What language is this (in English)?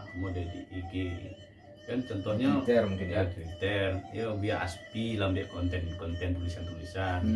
Minangkabau